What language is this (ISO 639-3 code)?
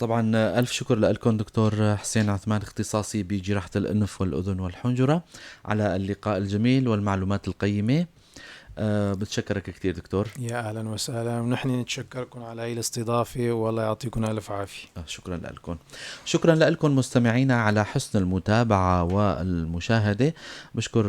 apc